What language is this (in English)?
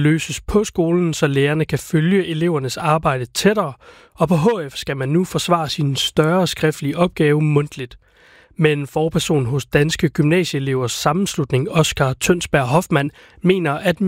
Danish